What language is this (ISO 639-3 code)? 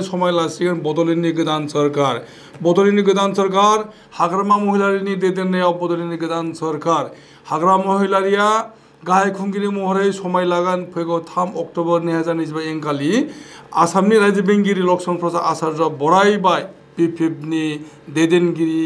brx